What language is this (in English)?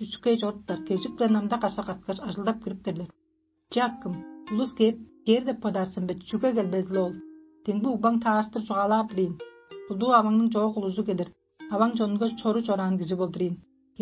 Tuvinian